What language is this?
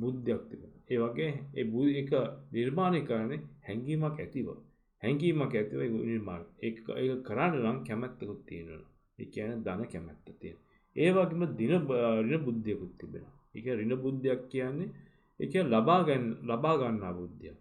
Sinhala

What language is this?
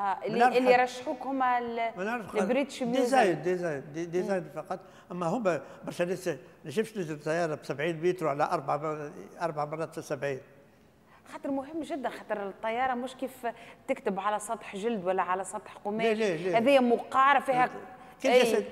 Tunisian Arabic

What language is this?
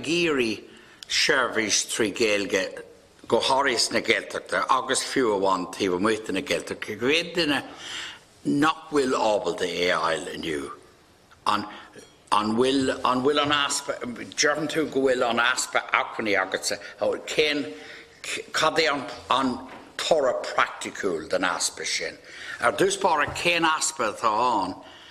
Irish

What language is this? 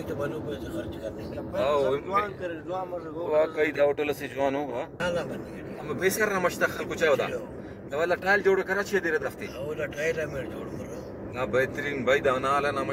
Brahui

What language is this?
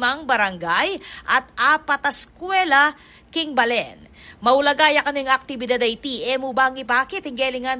Pampanga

